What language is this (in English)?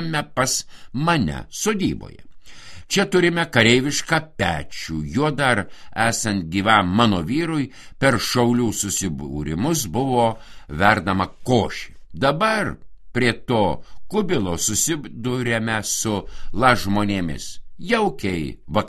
Lithuanian